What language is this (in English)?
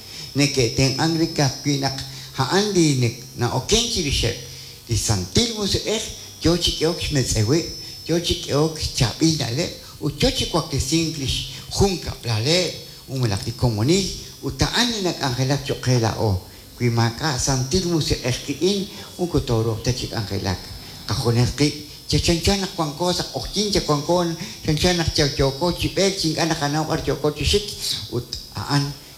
Kekchí